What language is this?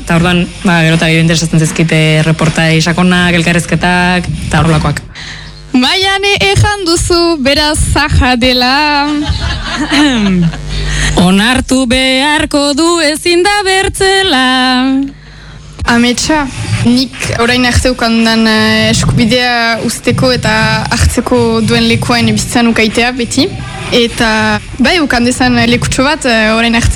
Basque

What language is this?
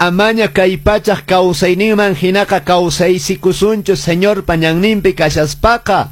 Quechua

